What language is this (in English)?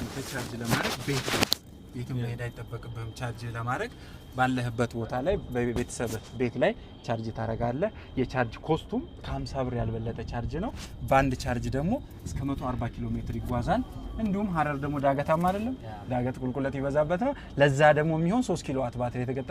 Amharic